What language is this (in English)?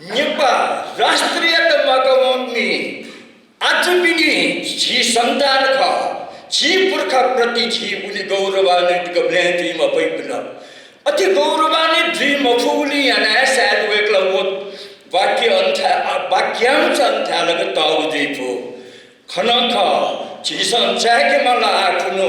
Newari